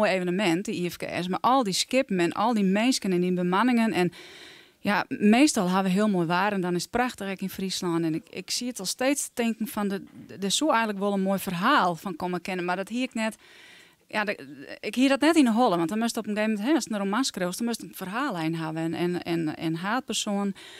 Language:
Western Frisian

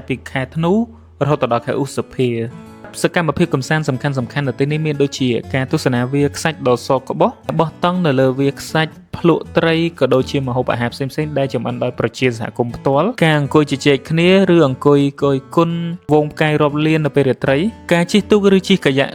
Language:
Khmer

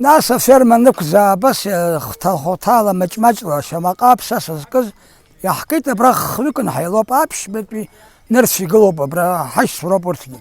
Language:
Abkhazian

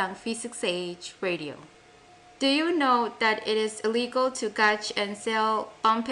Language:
Pohnpeian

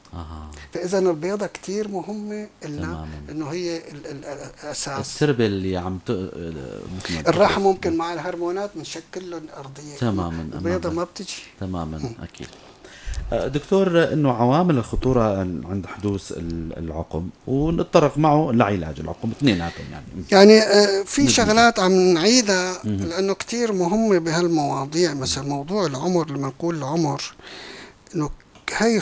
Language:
North Levantine Arabic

